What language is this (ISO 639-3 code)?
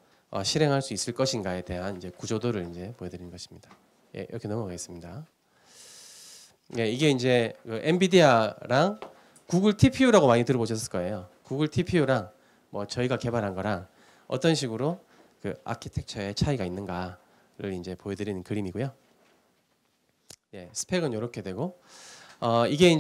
kor